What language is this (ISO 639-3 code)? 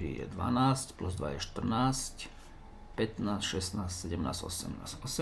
slk